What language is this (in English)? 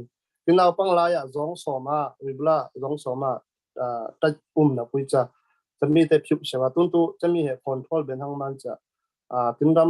Falam Chin